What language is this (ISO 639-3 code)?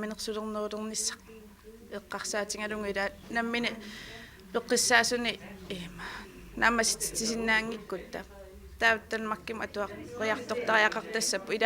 kal